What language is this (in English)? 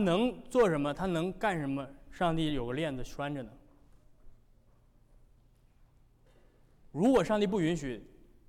Chinese